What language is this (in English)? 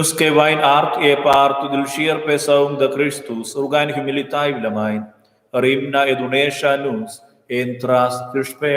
Romansh